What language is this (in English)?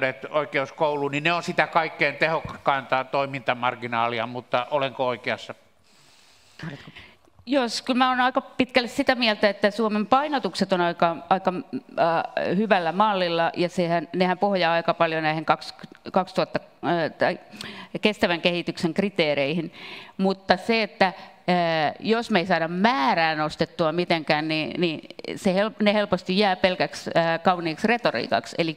Finnish